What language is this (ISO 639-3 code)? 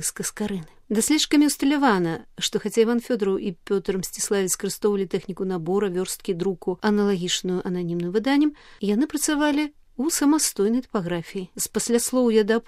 bel